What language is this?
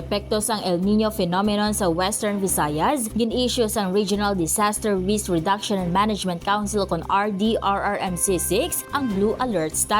Hiligaynon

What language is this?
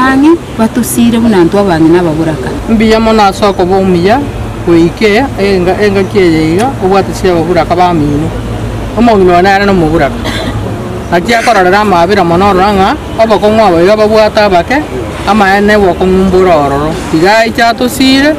Gusii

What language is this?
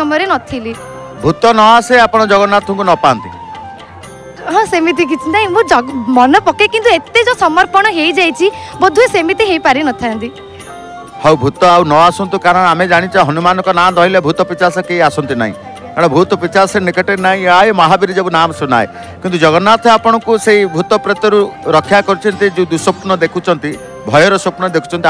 Odia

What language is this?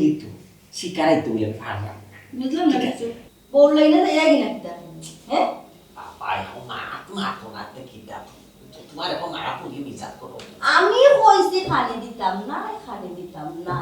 Sylheti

